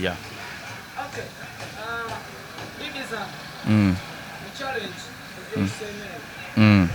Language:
Ganda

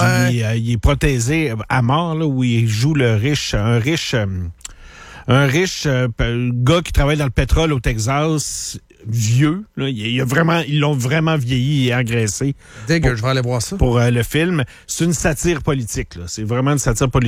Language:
French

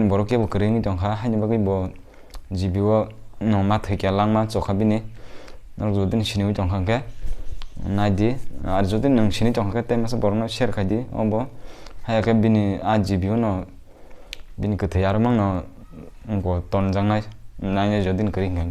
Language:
Kok Borok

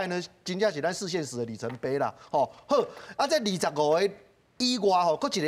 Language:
Min Nan Chinese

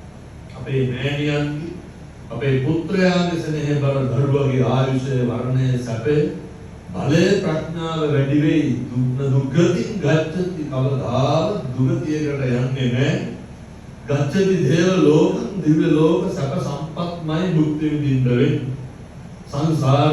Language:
Sinhala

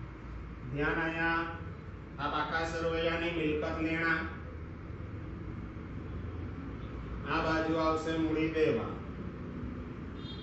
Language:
Gujarati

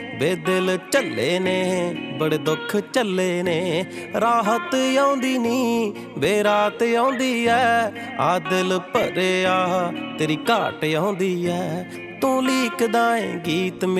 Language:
Punjabi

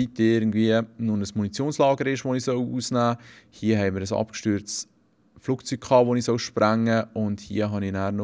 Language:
Swiss German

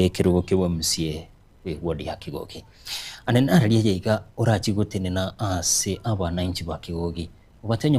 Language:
Gusii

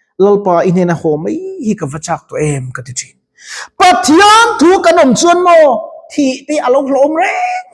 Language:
Mizo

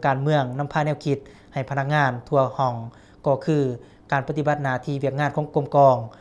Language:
Lao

